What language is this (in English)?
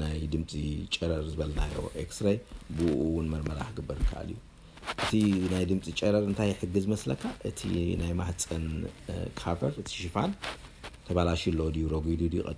Tigrinya